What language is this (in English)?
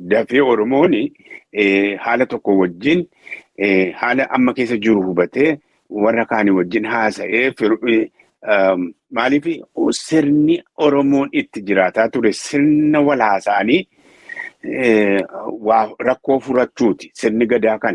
Oromo